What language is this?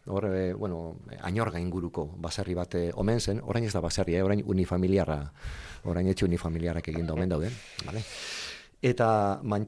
Basque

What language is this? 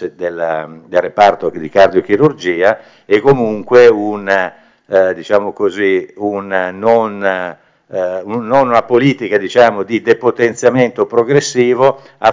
Italian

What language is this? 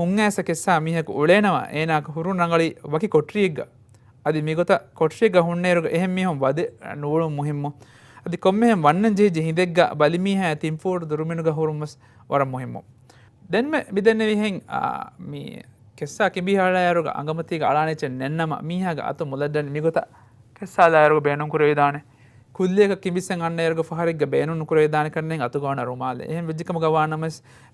Divehi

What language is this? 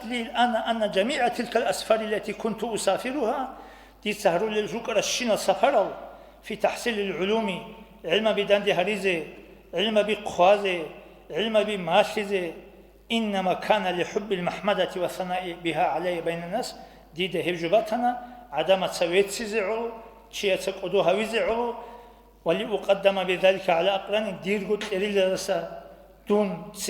Avaric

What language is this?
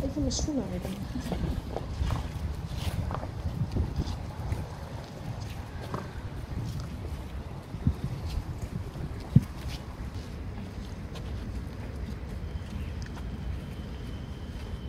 Dutch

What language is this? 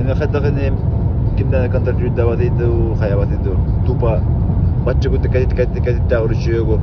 Yakut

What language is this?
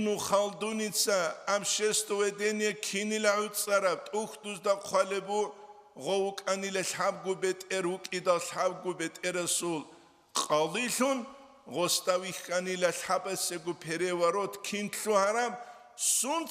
Avaric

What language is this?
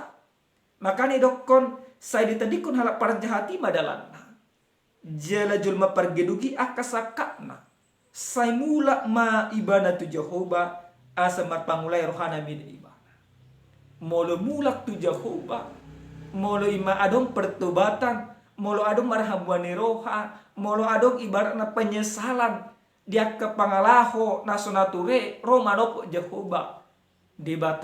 Batak Toba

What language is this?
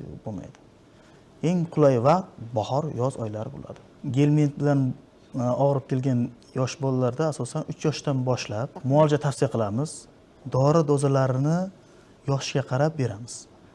Uzbek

